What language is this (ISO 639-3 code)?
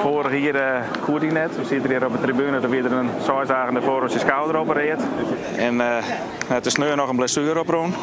fry